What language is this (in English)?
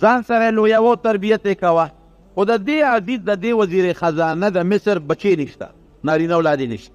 Pashto